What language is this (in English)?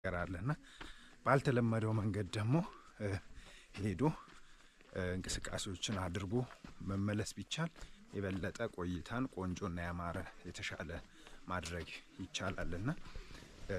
Amharic